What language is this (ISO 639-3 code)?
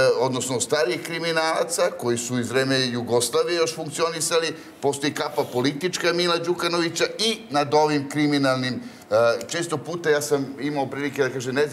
srp